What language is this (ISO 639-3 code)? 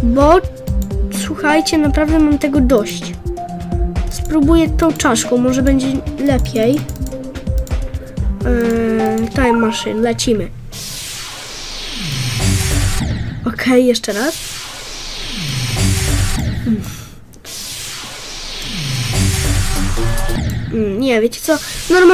pol